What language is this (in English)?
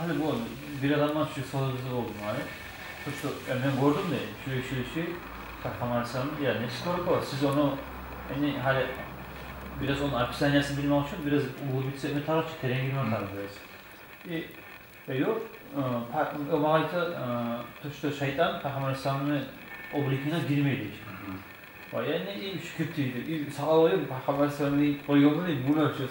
Kumyk